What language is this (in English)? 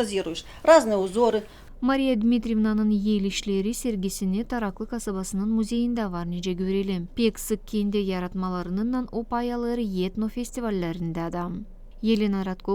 Gagauz